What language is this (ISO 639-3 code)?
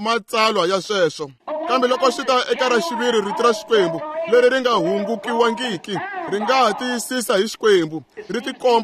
tso